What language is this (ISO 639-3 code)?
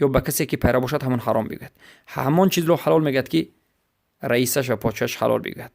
tgk